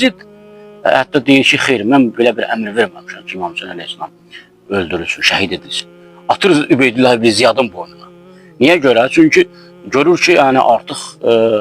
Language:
Azerbaijani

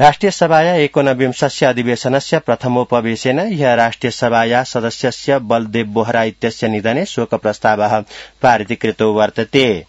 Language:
Sanskrit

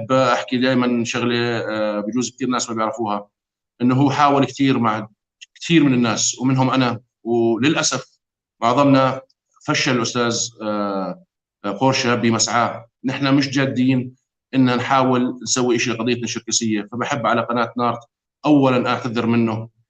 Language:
North Levantine Arabic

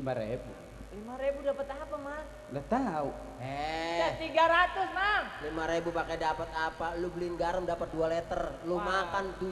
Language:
Betawi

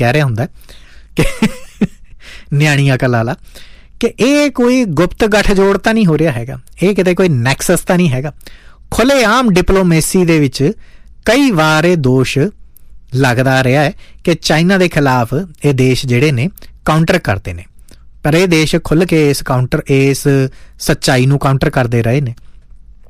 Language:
Punjabi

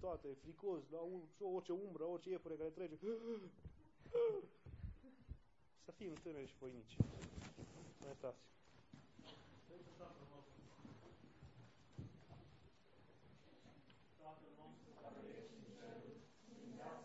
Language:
Romanian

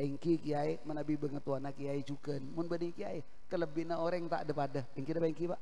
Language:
Madurese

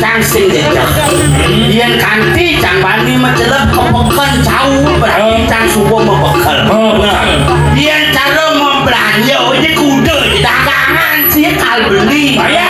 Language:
Balinese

